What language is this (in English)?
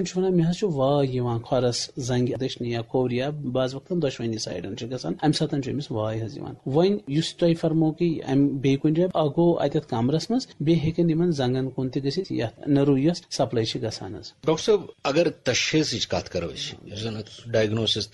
Kashmiri